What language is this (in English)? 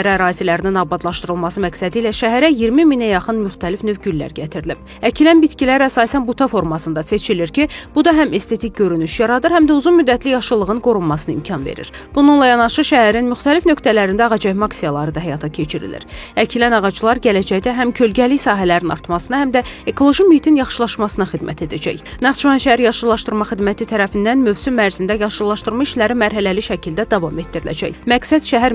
Azerbaijani